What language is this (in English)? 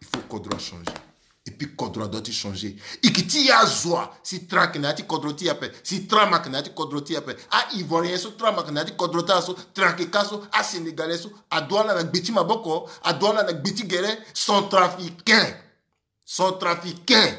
Sango